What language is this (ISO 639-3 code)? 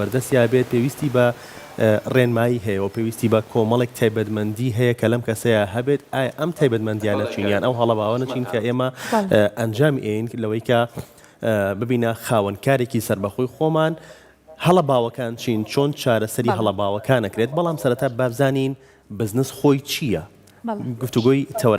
ckb